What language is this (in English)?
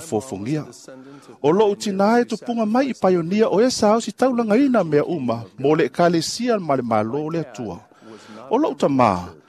Samoan